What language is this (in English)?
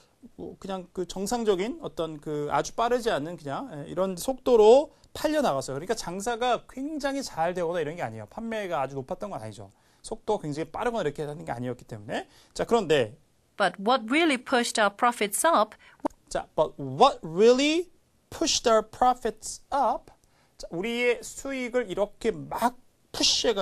Korean